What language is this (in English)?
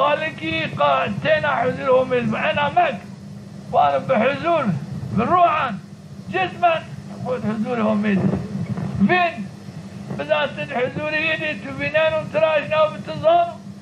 Zaza